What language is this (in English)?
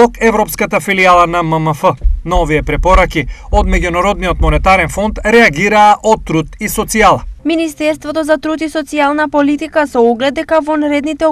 Macedonian